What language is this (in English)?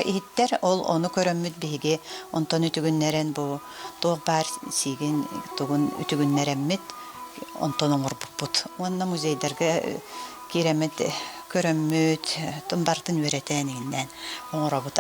Yakut